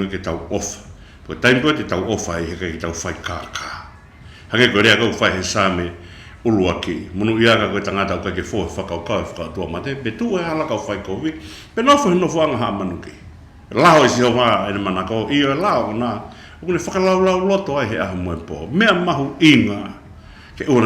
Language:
Tongan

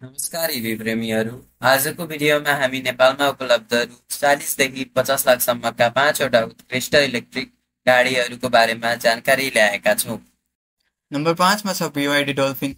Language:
Nepali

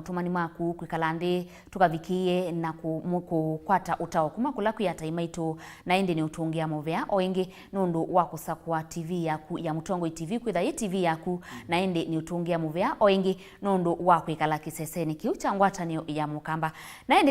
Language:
Kamba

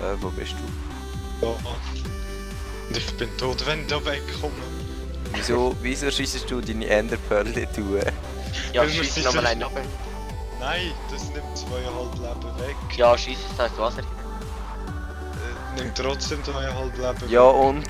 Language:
Swiss German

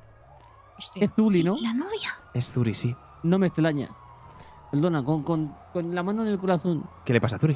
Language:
Spanish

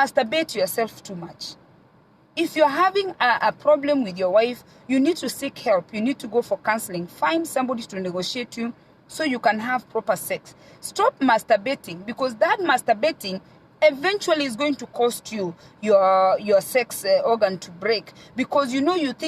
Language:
Gusii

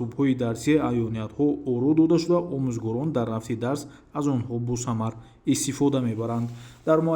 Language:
Tajik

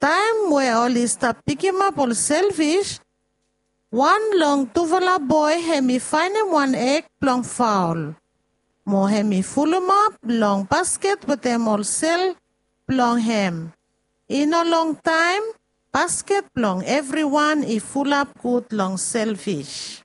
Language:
Bislama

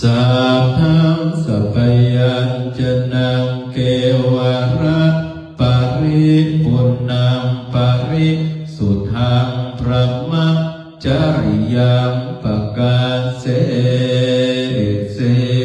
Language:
Pali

